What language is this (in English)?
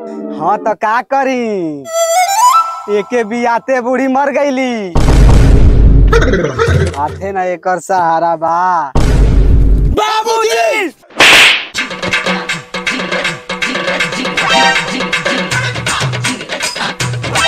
Bhojpuri